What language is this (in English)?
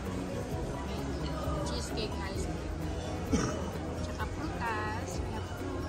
Filipino